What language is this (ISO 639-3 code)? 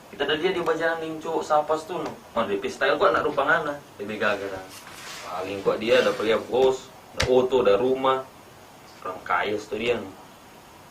xmm